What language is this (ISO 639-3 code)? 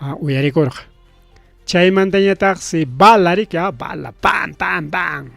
quy